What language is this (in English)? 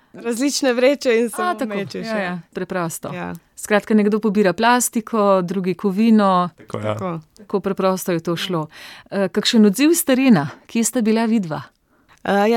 Slovenian